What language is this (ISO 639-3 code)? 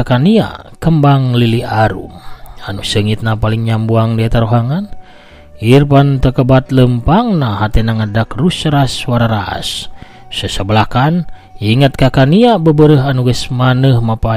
sun